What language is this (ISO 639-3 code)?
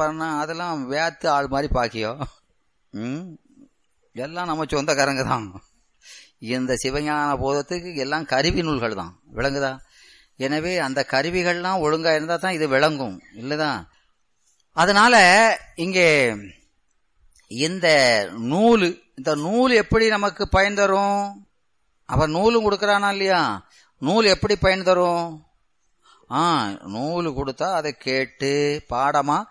tam